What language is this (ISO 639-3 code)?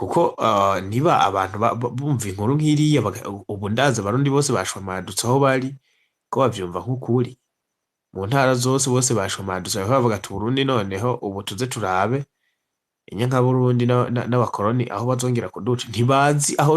run